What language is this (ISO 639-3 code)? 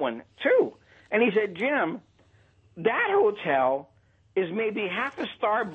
eng